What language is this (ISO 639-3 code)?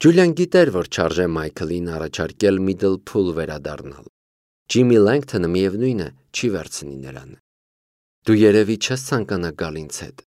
hye